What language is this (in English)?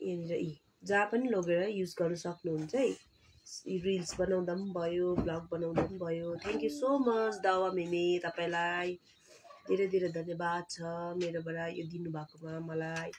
Nepali